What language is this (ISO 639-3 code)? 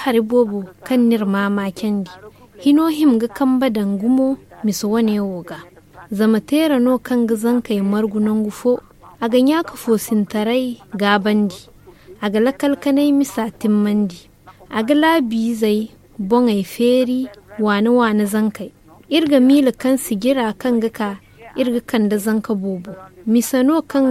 dje